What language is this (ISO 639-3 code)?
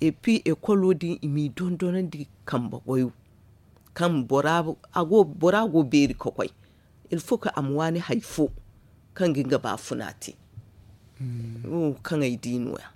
dje